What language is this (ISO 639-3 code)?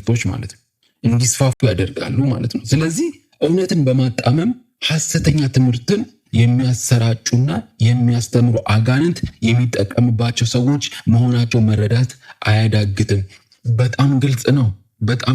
amh